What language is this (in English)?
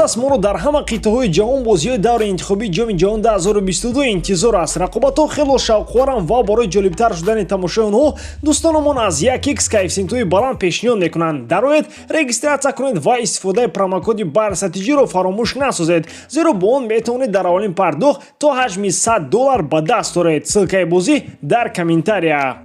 Tajik